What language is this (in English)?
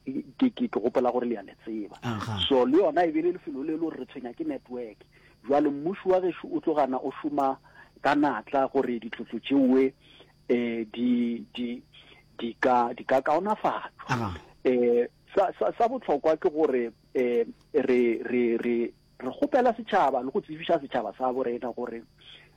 Northern Sotho